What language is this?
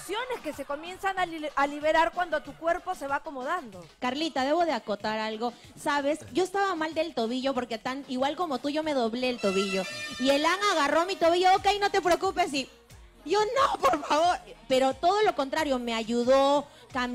Spanish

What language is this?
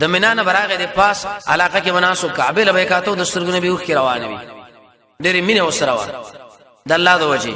Pashto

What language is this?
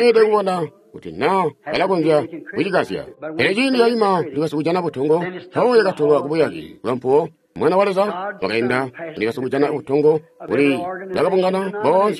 Tonga (Zambia)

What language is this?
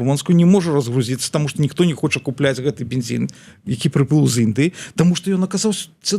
Belarusian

